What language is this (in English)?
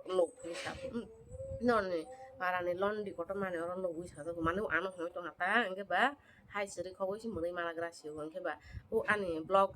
Kok Borok